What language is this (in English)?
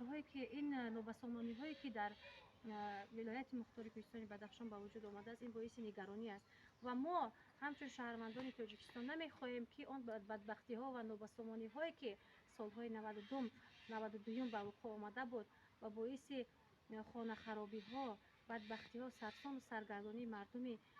Tajik